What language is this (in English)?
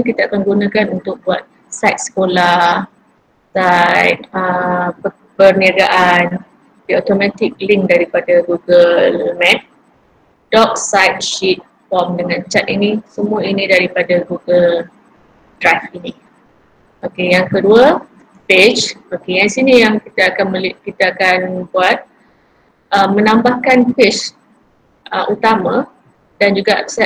Malay